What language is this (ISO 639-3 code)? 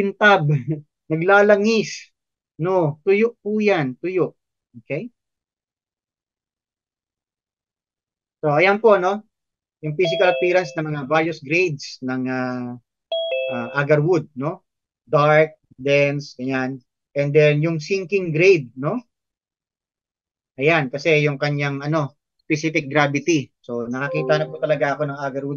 fil